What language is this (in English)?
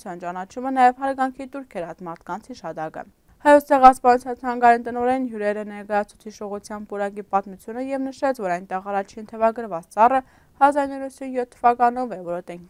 Western Armenian